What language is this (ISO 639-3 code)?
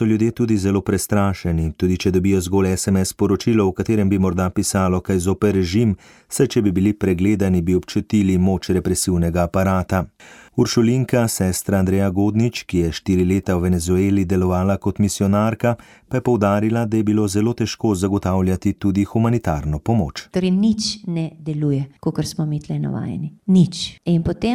slv